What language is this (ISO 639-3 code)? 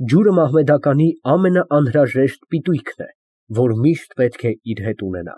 hye